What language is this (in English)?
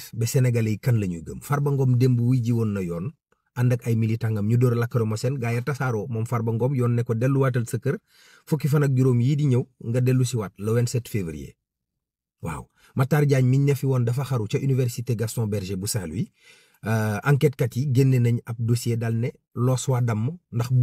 Wolof